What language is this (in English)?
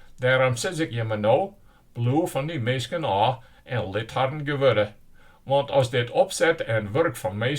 Western Frisian